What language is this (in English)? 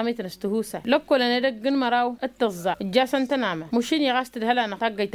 Tamasheq